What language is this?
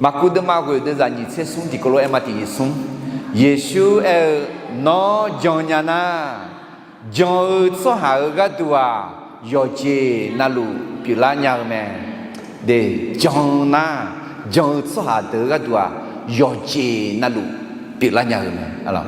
Akha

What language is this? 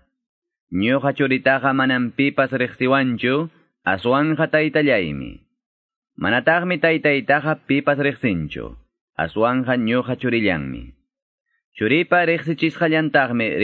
Quechua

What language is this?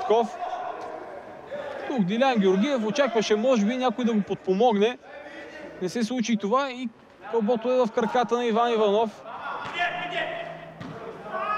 Bulgarian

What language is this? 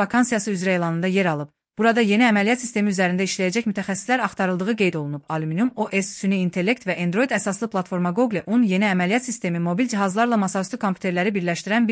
Azerbaijani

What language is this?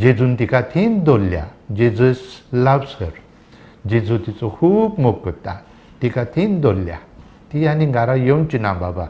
Konkani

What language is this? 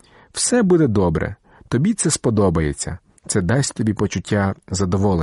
Ukrainian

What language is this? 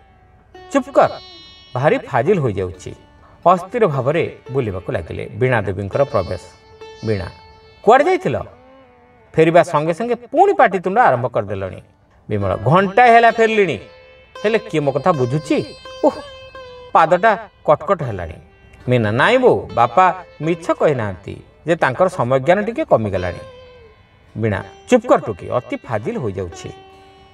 Odia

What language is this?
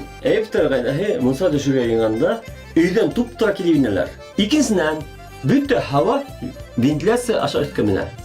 Bashkir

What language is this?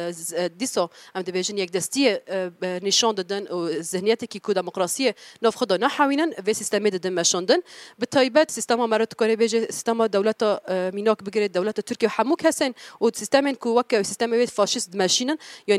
Kurdish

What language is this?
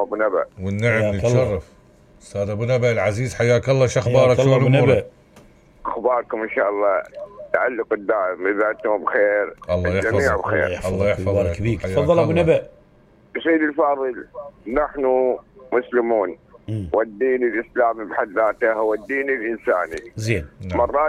Mesopotamian Arabic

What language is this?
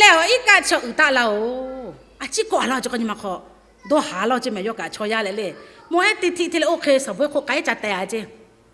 Lahu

